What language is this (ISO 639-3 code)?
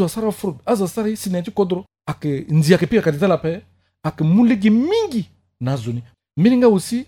sag